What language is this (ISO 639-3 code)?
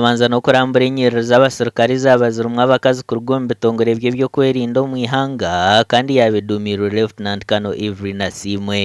nyn